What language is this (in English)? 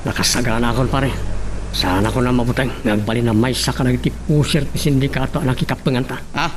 Iloko